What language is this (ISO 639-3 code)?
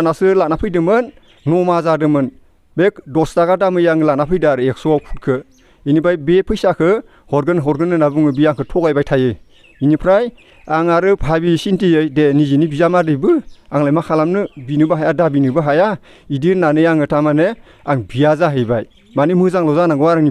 brx